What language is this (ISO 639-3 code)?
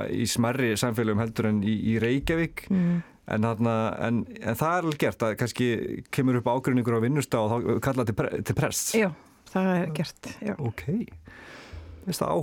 isl